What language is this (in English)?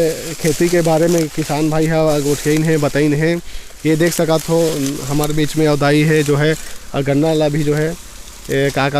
Chhattisgarhi